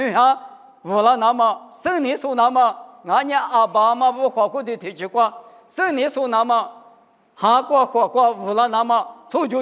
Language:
Lisu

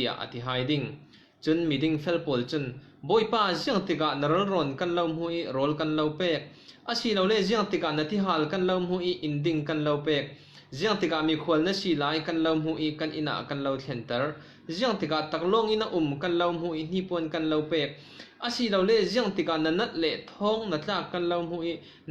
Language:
Falam Chin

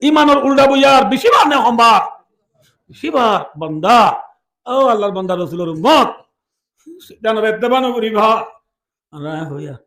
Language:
Rohingya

